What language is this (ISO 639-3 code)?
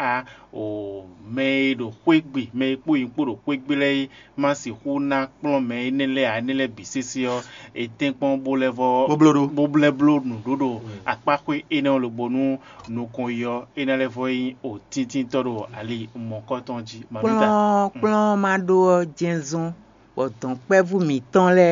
fon